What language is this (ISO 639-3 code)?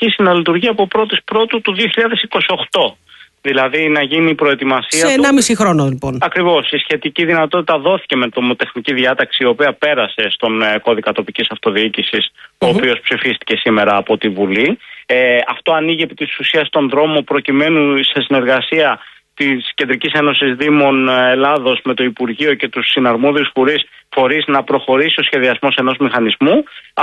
ell